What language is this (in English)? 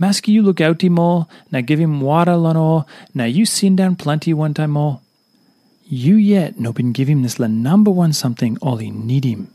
Tok Pisin